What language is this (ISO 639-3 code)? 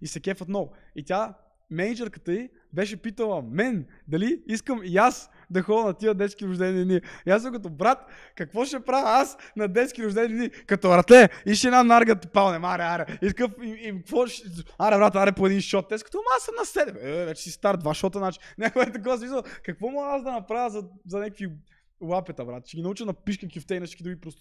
bul